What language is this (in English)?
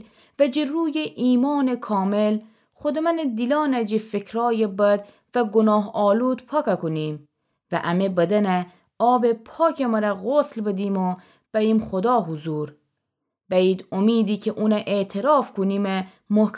Gilaki